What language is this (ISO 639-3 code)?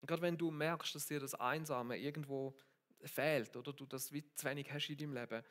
gsw